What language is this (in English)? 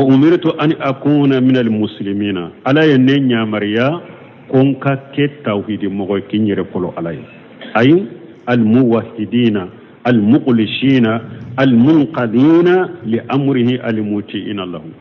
Bambara